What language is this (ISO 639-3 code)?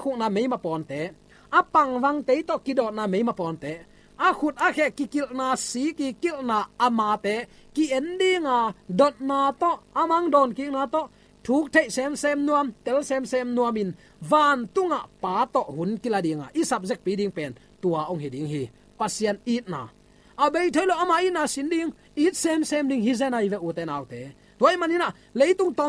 ctd